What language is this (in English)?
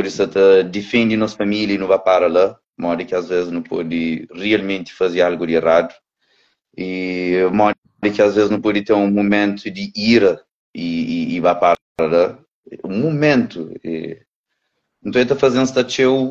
Kabuverdianu